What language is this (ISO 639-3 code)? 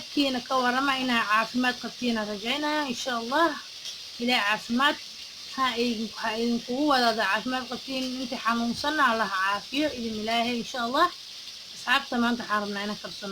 som